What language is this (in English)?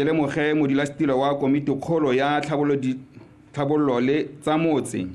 Tswana